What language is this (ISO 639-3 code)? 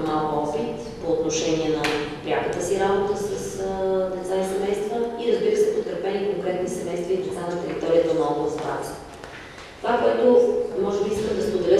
bul